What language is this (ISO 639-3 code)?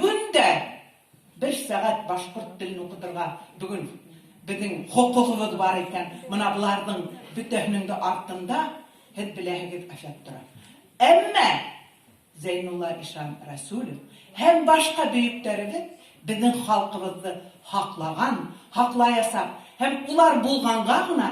bak